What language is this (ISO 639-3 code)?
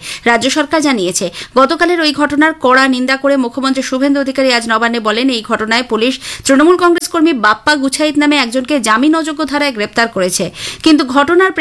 ben